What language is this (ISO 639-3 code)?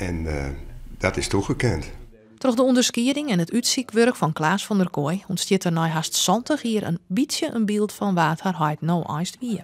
fry